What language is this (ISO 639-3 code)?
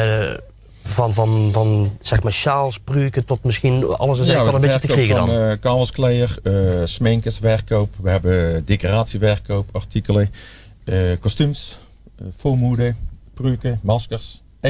lim